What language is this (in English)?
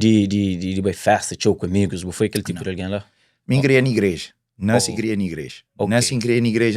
Kabuverdianu